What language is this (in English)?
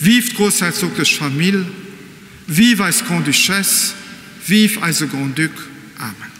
Luxembourgish